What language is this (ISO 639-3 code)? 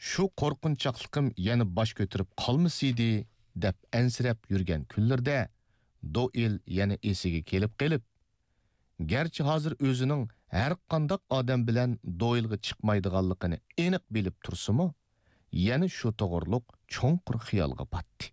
uig